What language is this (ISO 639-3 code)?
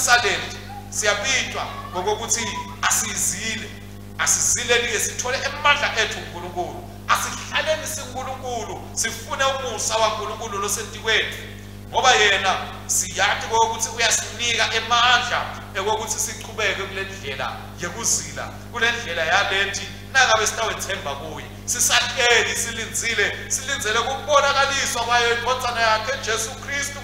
ssw